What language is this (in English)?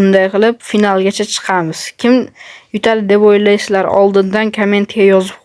Uzbek